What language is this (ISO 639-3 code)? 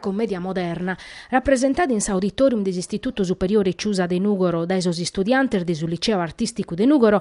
srd